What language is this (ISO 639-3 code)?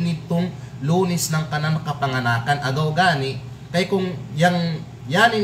kqe